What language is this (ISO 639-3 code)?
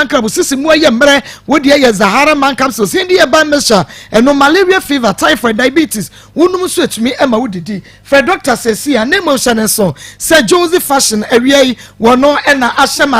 aka